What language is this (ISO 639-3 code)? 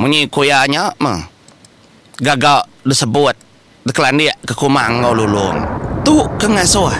iba